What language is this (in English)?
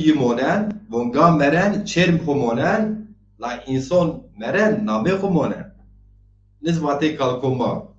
Zaza